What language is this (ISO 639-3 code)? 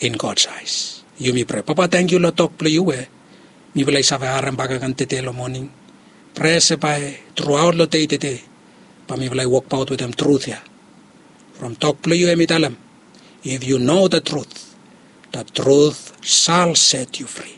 bis